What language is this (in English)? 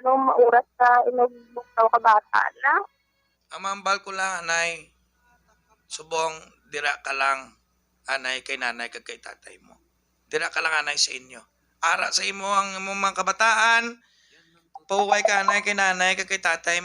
Hiligaynon